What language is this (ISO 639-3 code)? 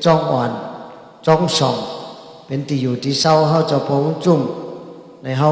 shn